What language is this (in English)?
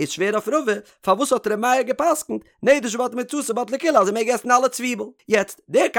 Yiddish